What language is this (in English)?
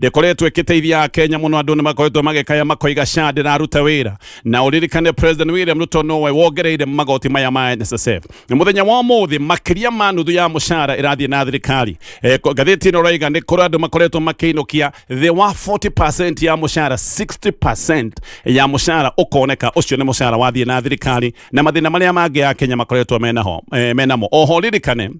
Kikuyu